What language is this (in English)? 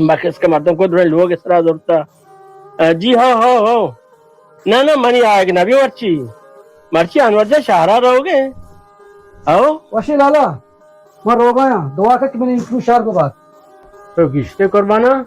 Baluchi